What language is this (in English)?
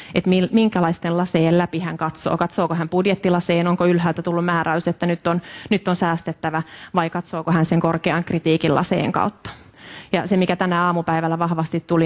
Finnish